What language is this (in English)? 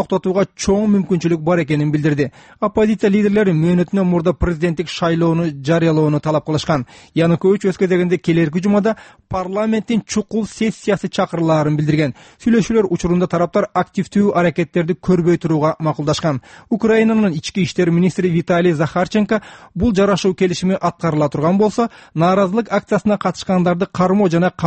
Kyrgyz